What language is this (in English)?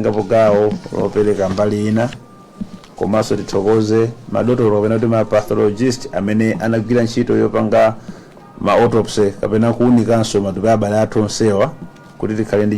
Nyanja